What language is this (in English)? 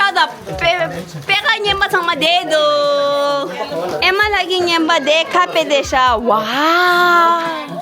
Tibetan